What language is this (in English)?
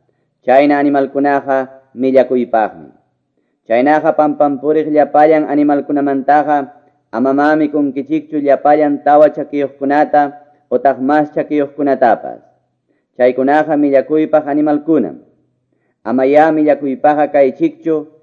Quechua